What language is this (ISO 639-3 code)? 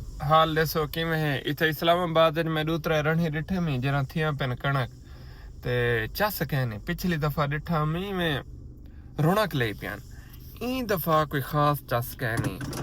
skr